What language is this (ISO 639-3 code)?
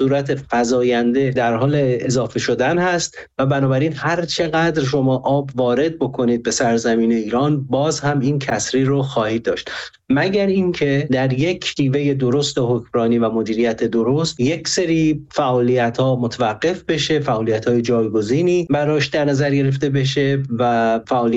fas